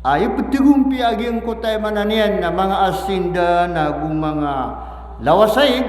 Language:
Maranao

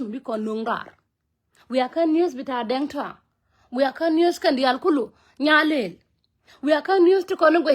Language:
Nuer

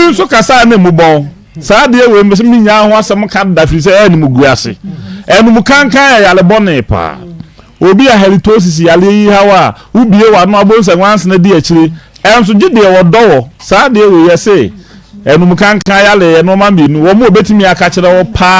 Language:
Akan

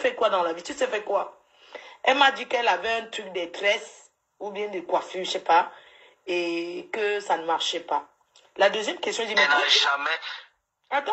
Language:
French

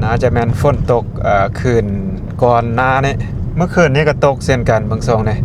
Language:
Lao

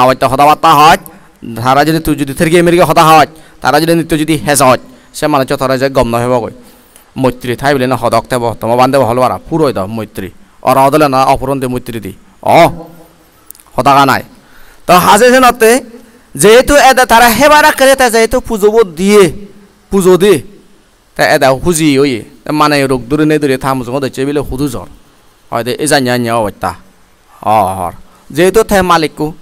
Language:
Chakma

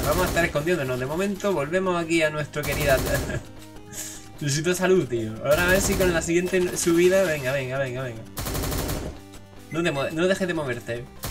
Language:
Spanish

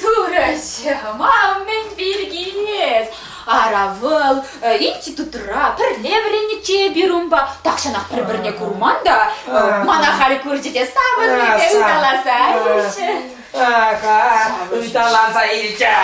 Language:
Chuvash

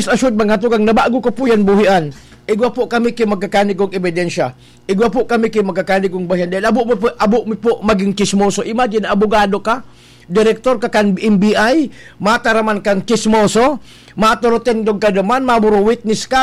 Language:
Bikol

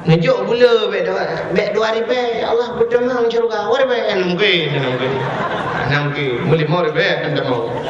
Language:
Achinese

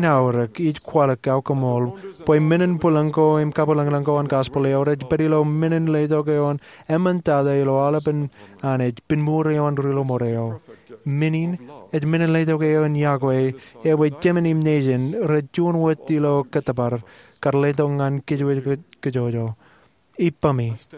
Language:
Marshallese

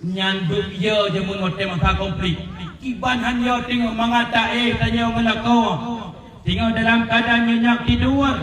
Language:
Achinese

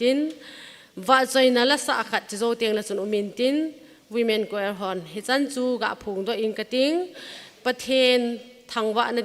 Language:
Thado Chin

